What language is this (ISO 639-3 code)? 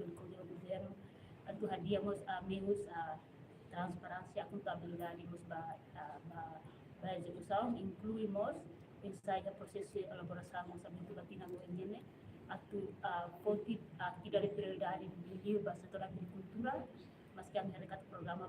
tet